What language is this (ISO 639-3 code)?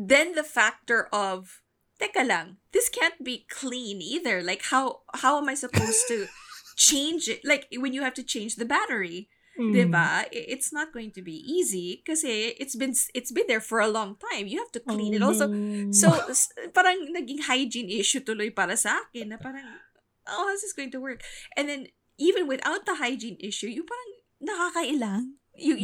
fil